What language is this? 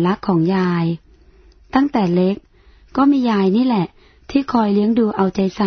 Thai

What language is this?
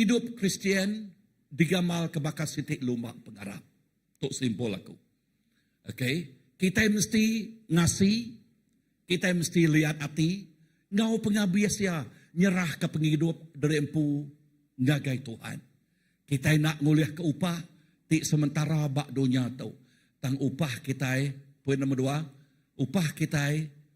Iban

